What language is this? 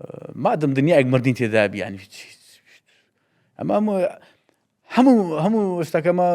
Central Kurdish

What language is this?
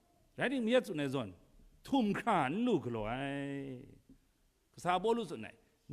Kachin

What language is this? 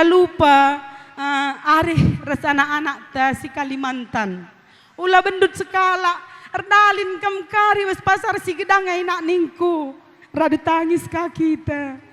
Batak Karo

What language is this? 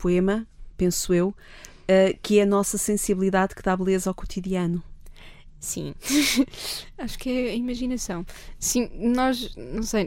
Portuguese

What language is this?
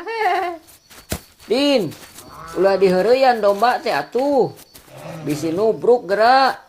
Sundanese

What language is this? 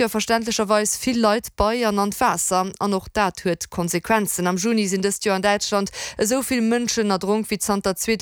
Luxembourgish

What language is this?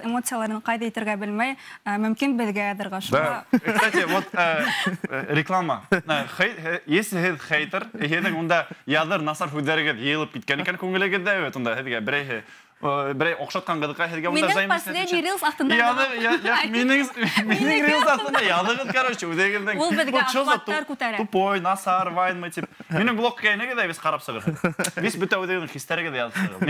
Bashkir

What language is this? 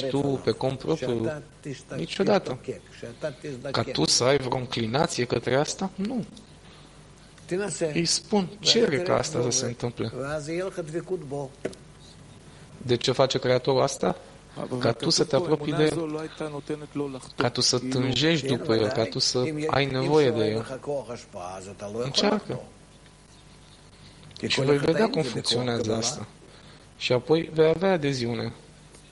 Romanian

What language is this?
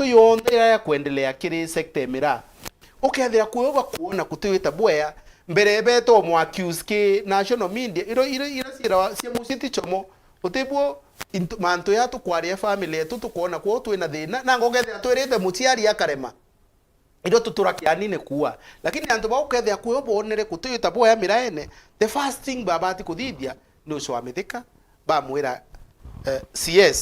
Meru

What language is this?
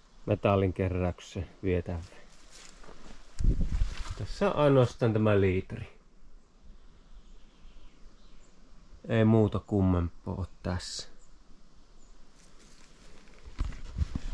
Finnish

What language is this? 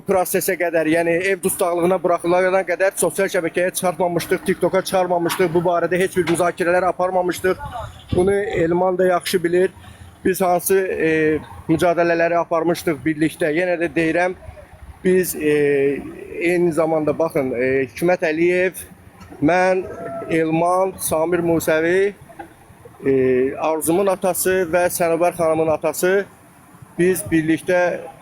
Azerbaijani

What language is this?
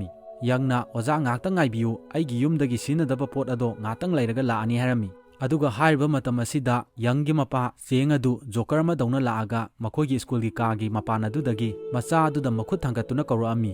Manipuri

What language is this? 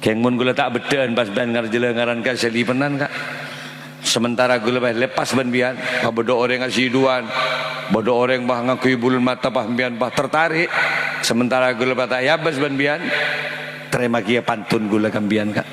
Madurese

